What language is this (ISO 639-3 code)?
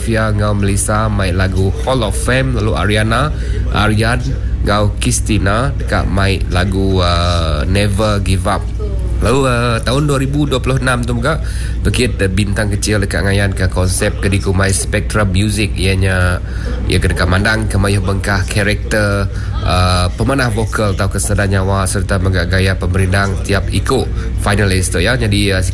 iba